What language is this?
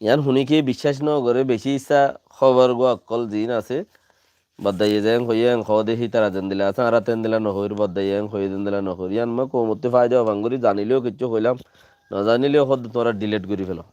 Rohingya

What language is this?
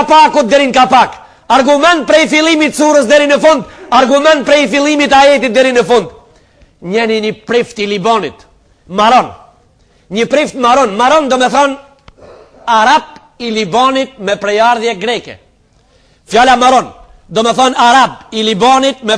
Albanian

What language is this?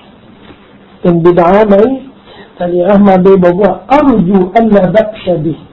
Thai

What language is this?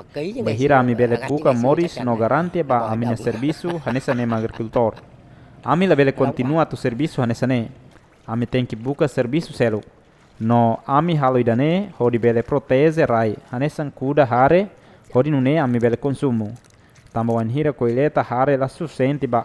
Tetum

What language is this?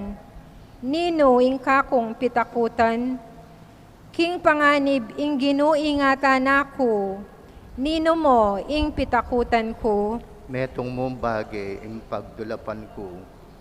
Pampanga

